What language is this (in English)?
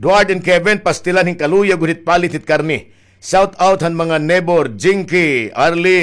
Waray